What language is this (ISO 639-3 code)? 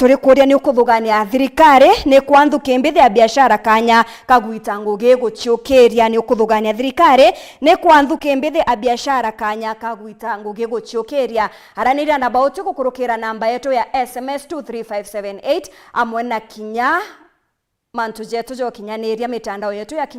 mer